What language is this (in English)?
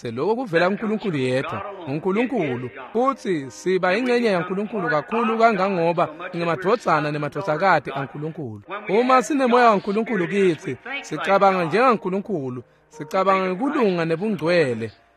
Swati